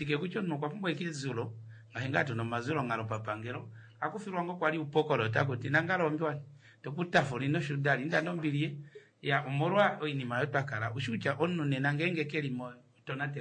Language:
Kuanyama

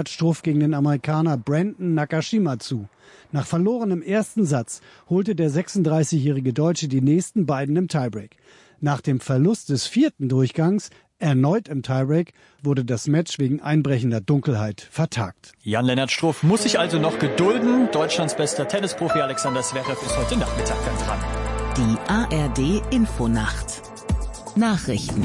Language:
German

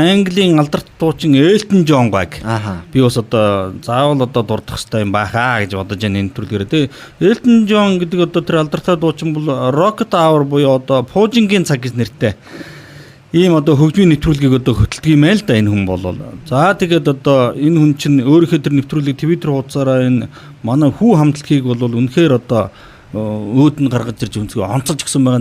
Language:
Mongolian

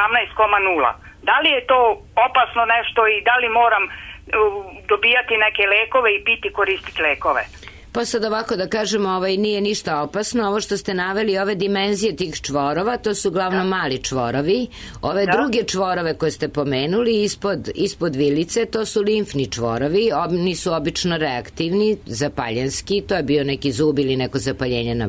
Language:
Serbian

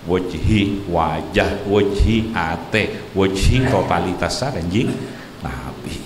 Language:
Madurese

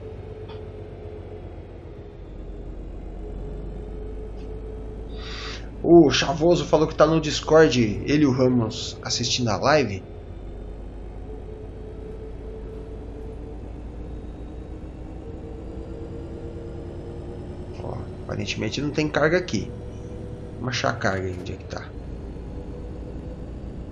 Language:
Portuguese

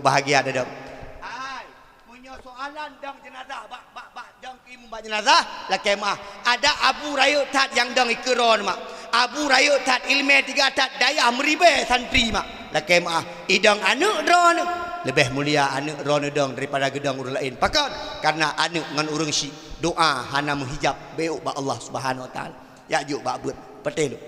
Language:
Achinese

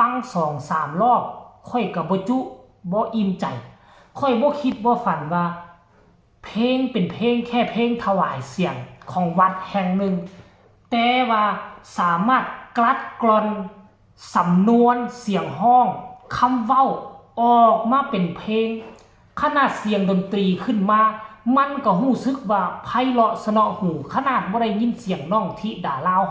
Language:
Northeastern Thai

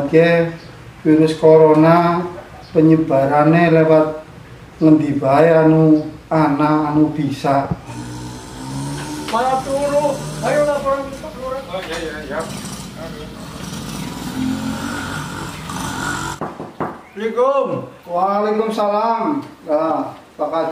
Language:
Javanese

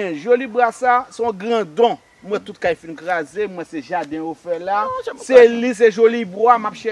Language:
Haitian Creole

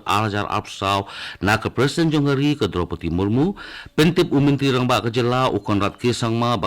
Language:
Khasi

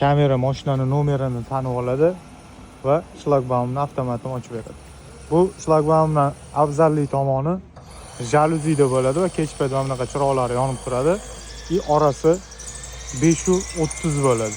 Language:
Uzbek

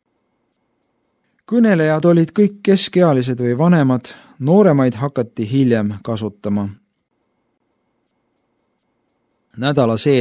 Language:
Estonian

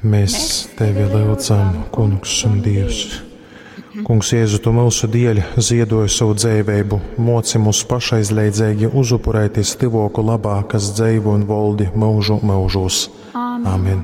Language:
Latgalian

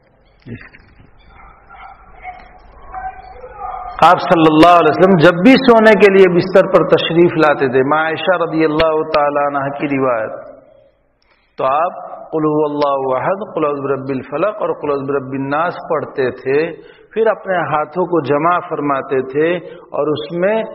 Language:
Urdu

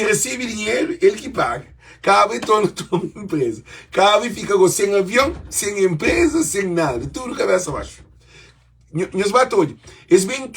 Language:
Kabuverdianu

